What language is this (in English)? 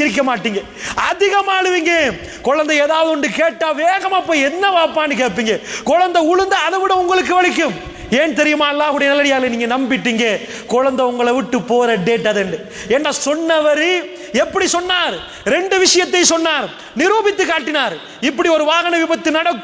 Tamil